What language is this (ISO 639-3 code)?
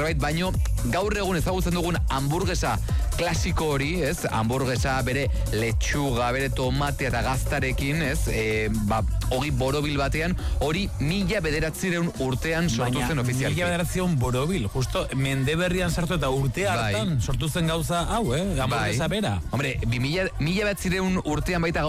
eus